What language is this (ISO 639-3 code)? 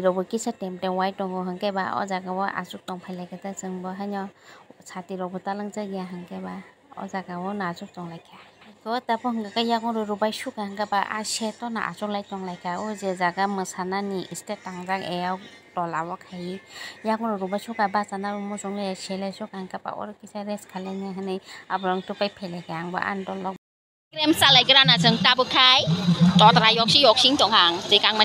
trp